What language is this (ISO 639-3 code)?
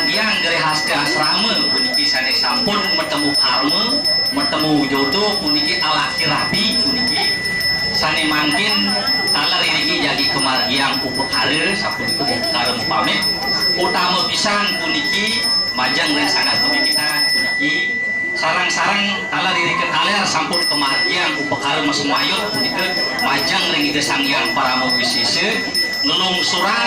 ban